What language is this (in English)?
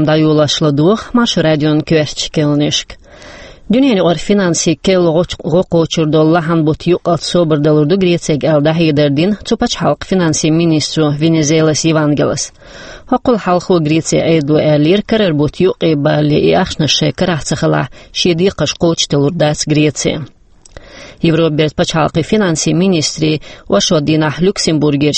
Chechen